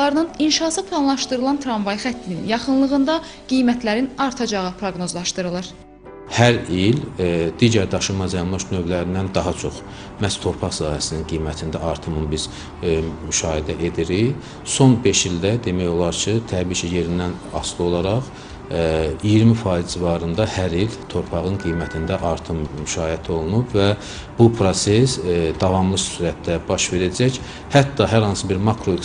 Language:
Azerbaijani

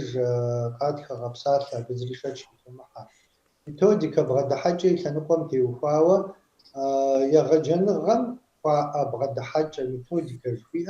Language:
Kabardian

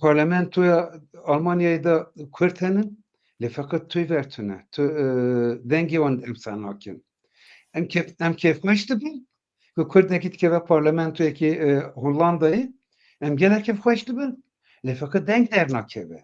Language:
Kurdish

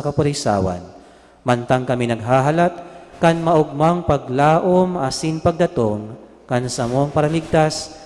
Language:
Bikol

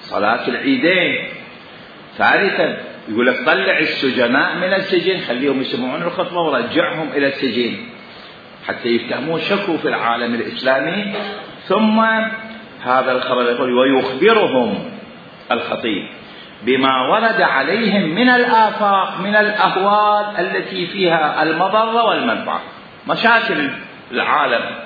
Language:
Mesopotamian Arabic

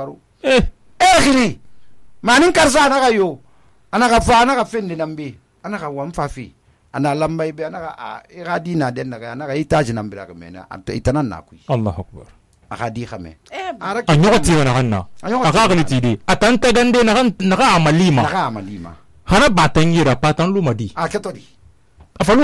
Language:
Susu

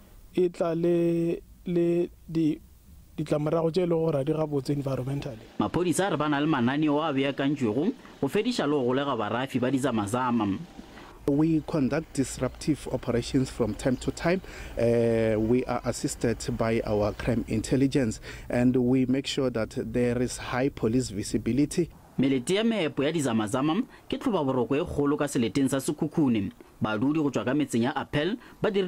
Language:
Northern Sotho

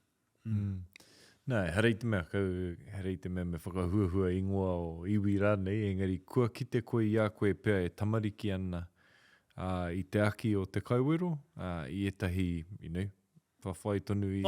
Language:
Māori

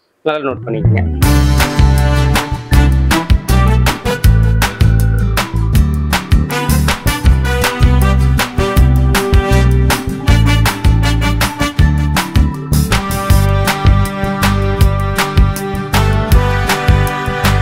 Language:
Tamil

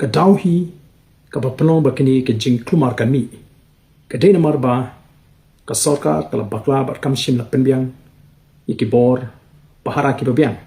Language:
Khasi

